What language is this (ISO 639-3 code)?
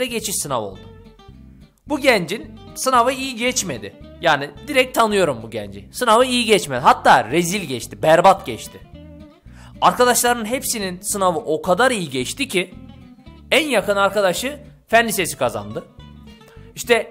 tur